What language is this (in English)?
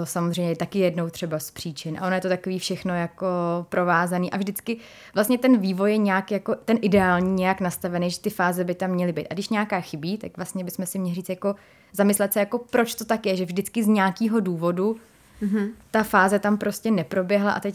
Czech